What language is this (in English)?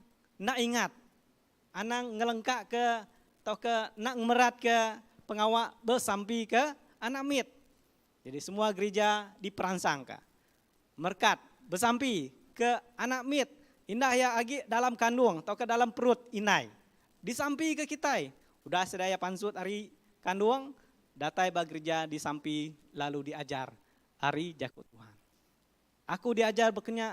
Iban